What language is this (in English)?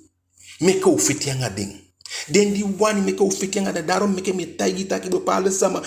Eastern Maroon Creole